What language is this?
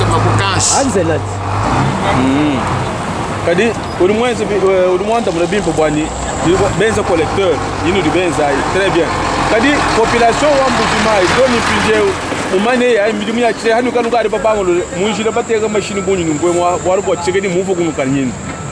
Luba-Lulua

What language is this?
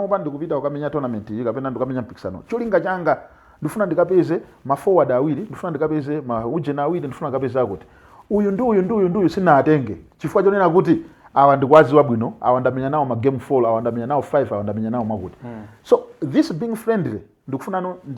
Nyanja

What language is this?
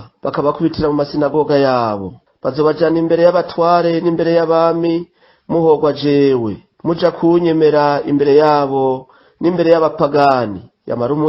Rundi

